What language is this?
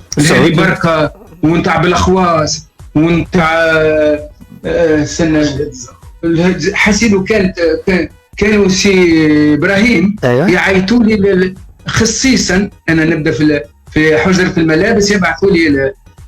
Tunisian Arabic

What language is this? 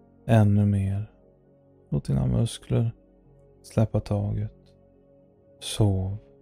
Swedish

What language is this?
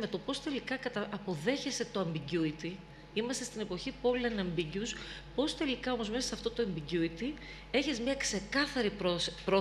Greek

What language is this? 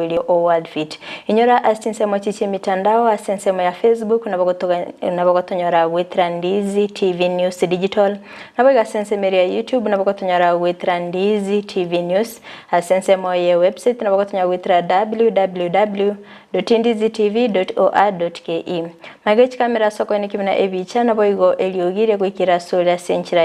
Gusii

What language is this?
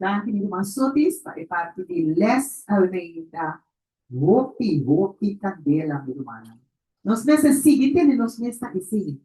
Papiamento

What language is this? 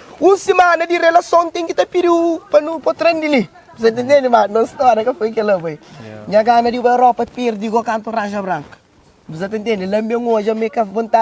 Kabuverdianu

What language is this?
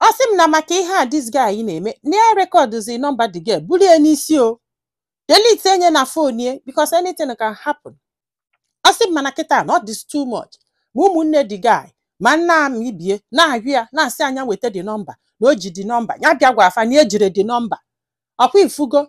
Igbo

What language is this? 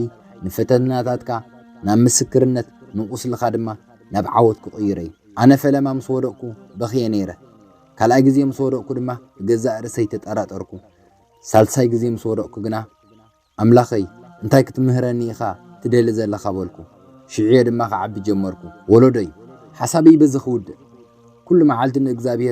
Tigrinya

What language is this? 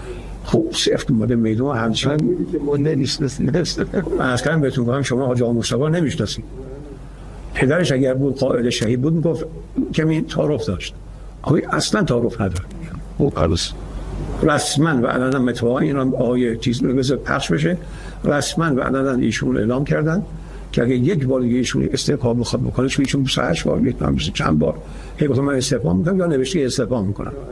Persian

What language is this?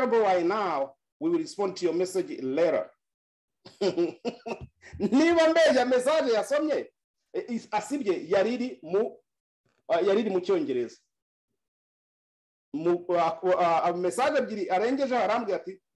Kinyarwanda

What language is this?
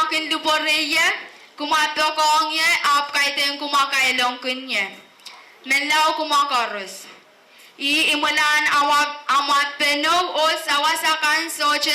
Pohnpeian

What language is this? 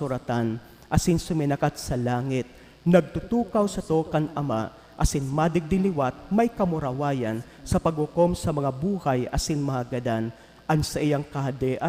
Bikol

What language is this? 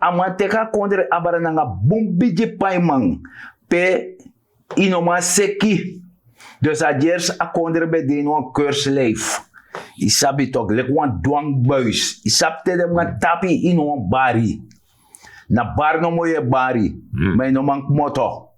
Sranan Tongo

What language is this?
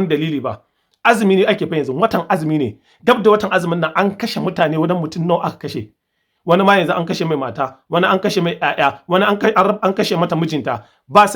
Hausa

